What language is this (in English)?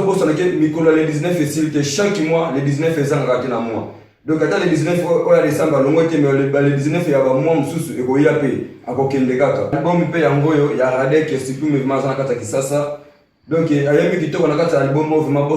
Lingala